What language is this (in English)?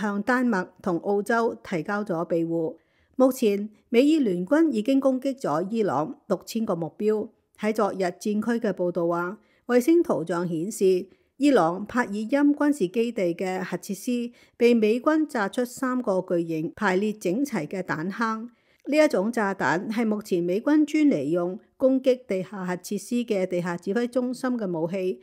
Cantonese